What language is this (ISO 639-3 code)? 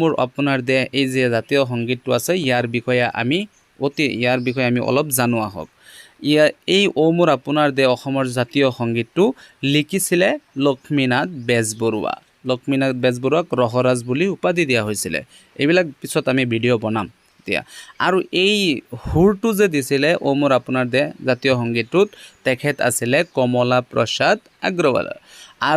asm